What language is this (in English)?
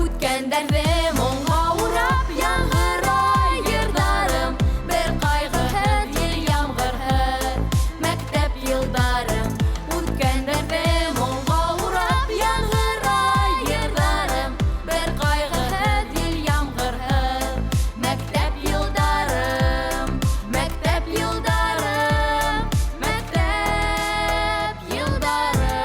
Bashkir